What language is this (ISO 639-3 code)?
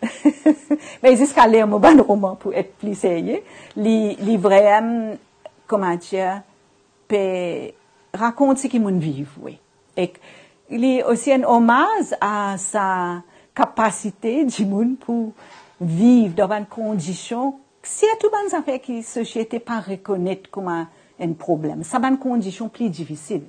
mfe